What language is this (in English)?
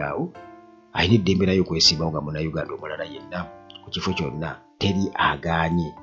Ganda